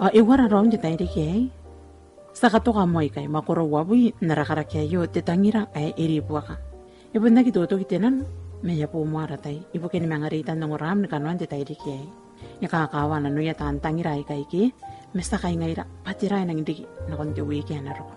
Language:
Gilbertese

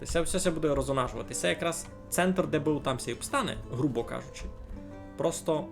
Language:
Rusyn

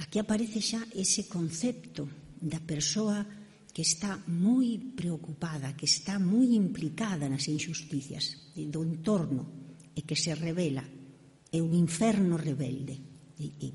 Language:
Galician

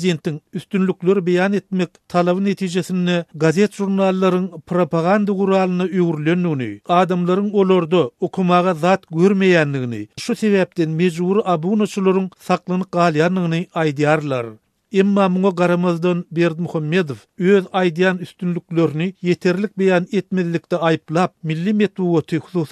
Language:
Turkmen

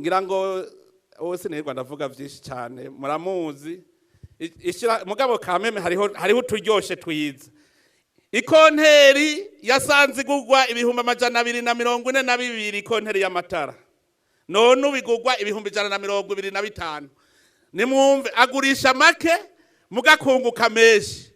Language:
Rundi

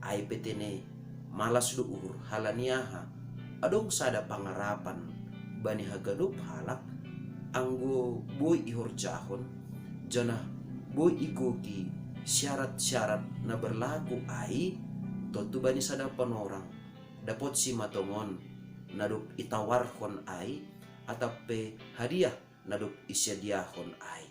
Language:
Batak Simalungun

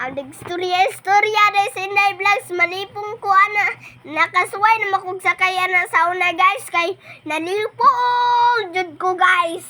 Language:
Cebuano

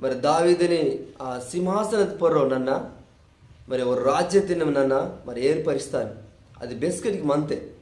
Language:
Koya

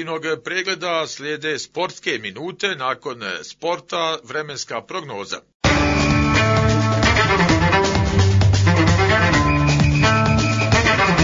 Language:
Bosnian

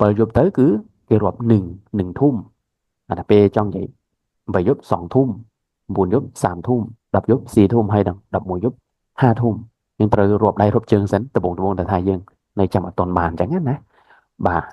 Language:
Khmer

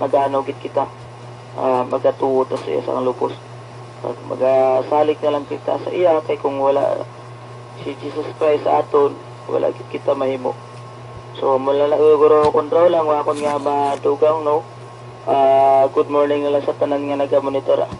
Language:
Hiligaynon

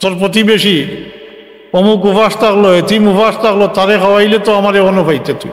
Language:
Sylheti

